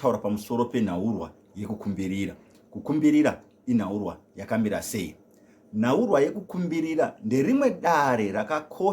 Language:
Shona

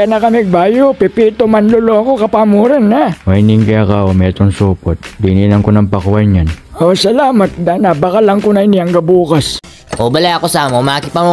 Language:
Pampanga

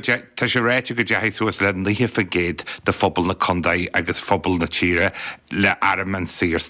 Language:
Irish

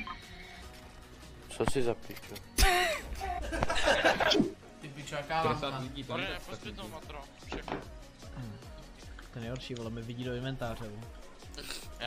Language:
Czech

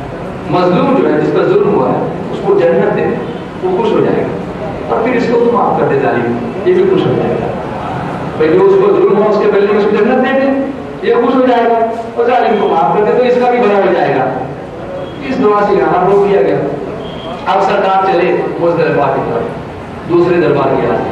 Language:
Urdu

